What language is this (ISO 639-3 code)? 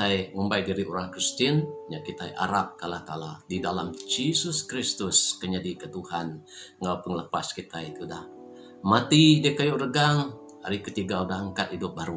iba